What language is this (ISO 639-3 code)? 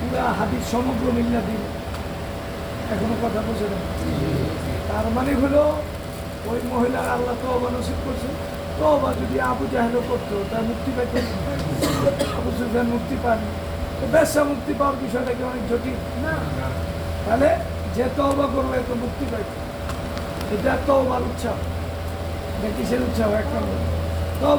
ben